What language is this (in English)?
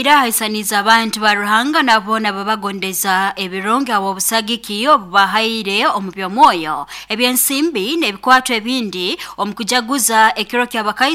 Nyoro